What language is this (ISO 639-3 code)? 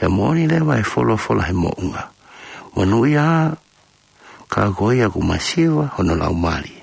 ton